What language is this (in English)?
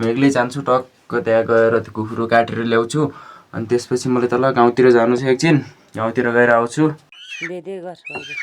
Nepali